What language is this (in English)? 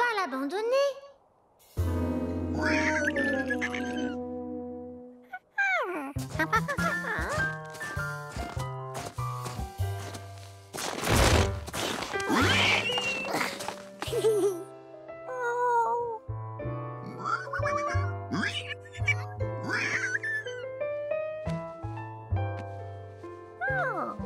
French